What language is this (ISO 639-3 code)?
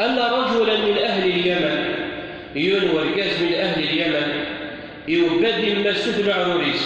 kab